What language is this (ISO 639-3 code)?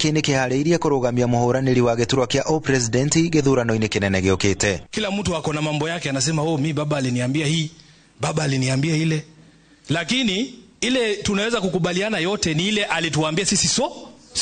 kik